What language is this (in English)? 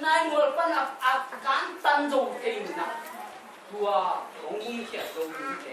Tedim Chin